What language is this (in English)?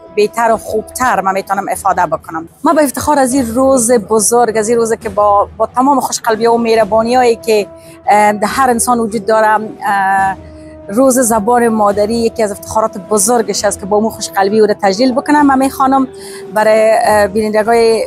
Tajik